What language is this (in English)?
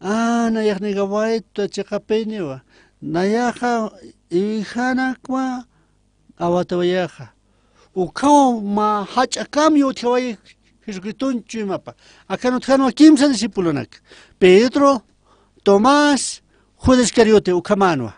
Aymara